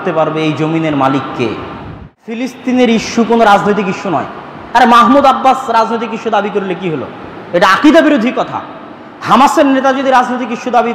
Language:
Bangla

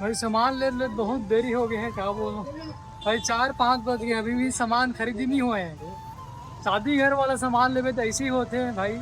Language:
Chhattisgarhi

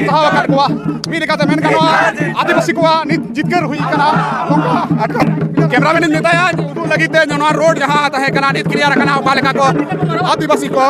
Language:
Santali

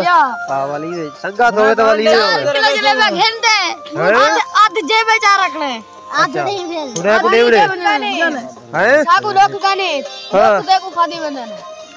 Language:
Saraiki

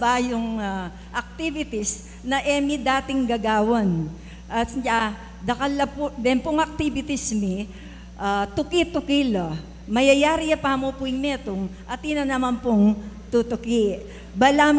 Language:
Pampanga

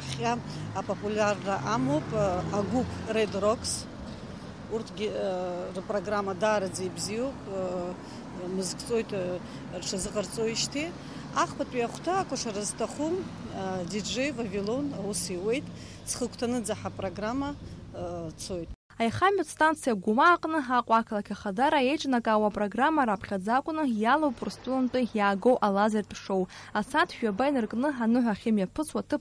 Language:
Abkhazian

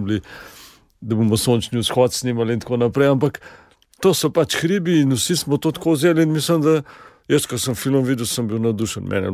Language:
Slovenian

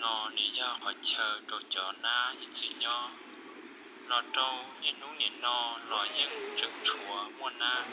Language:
Hmong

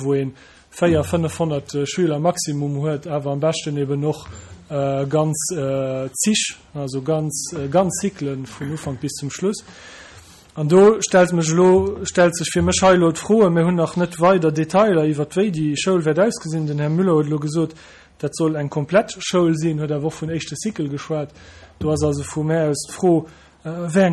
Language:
Luxembourgish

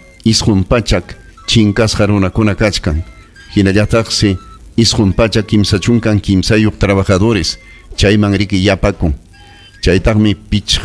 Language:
Ayacucho Quechua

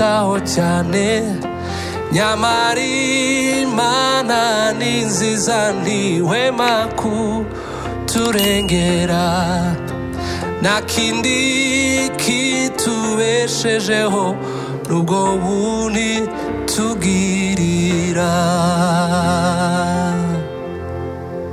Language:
Kinyarwanda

